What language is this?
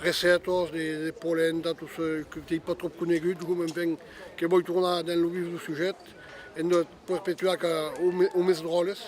Occitan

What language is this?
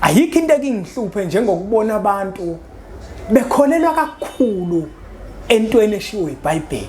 Zulu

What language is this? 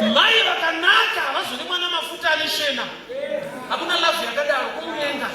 Shona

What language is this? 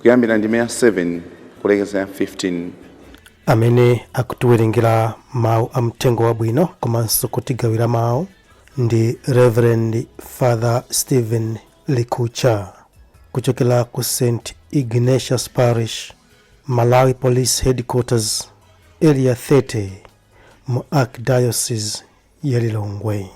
Nyanja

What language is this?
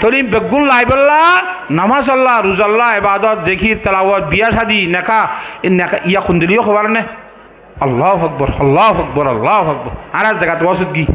Rohingya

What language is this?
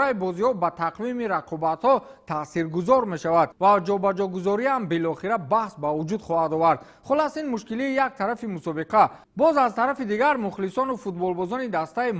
Tajik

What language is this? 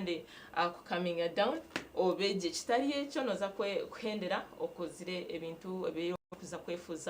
Nyankole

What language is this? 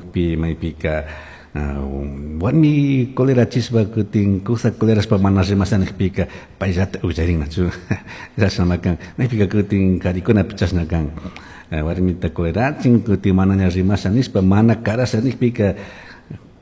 Chimborazo Highland Quichua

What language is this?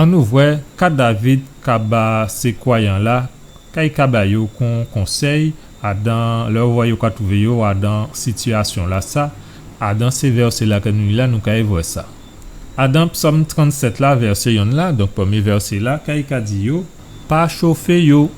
Guadeloupean Creole French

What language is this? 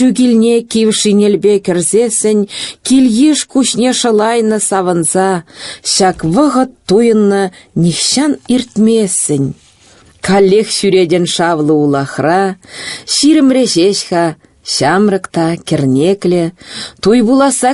Chuvash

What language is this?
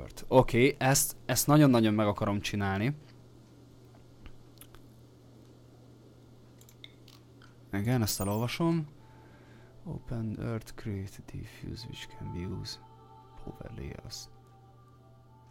Hungarian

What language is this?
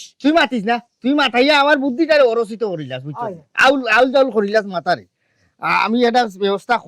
Sylheti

